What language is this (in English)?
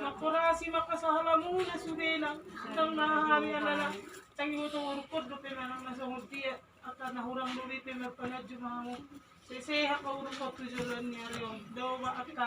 Batak Toba